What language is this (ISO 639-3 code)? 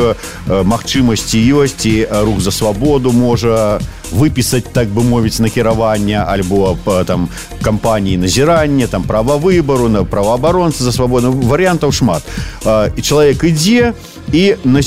bel